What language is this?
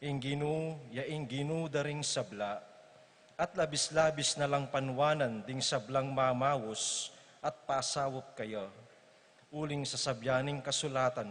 Pampanga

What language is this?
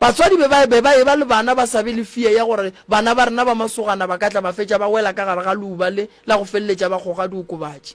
Northern Sotho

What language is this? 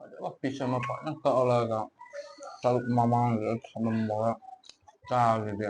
Manipuri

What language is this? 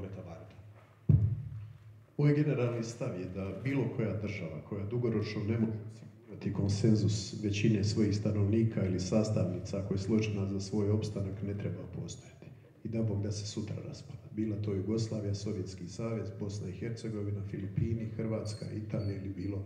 Croatian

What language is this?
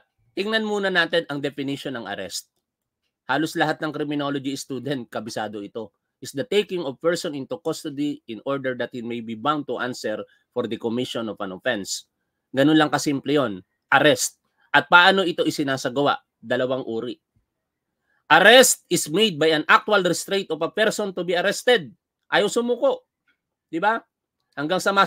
Filipino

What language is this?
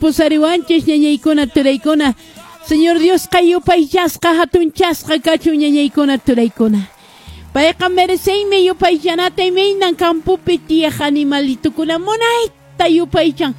Quechua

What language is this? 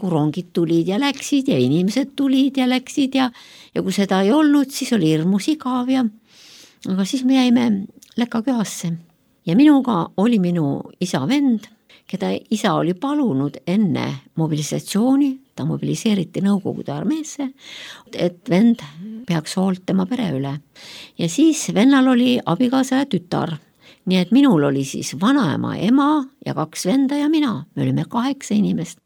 Estonian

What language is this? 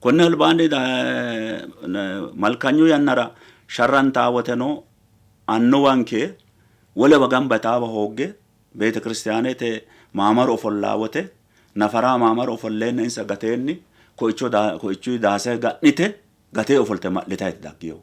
Sidamo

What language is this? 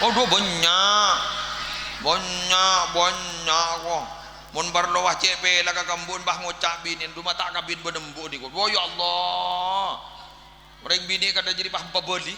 Madurese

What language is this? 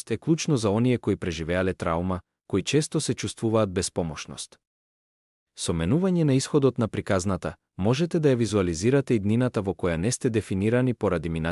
Macedonian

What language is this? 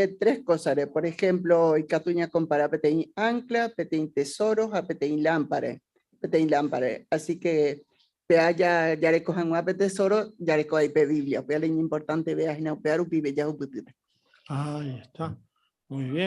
Guarani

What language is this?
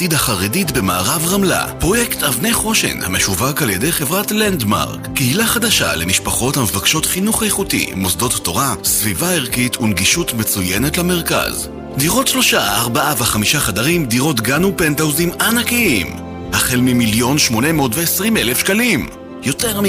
Hebrew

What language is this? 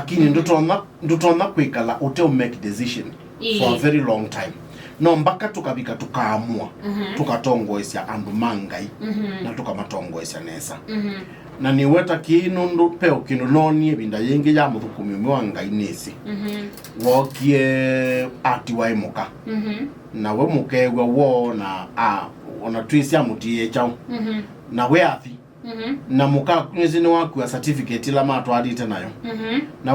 Kamba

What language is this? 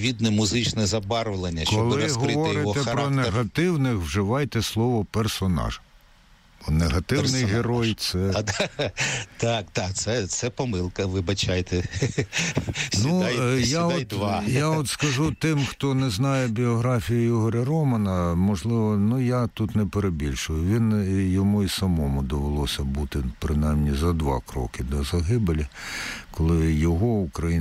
Ukrainian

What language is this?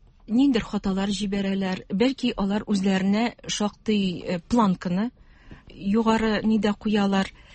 Tatar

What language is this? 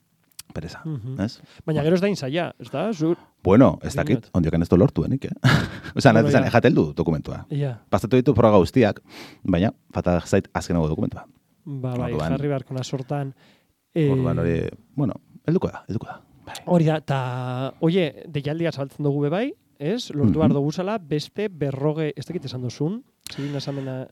Basque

